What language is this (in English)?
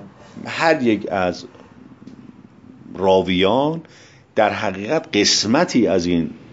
Persian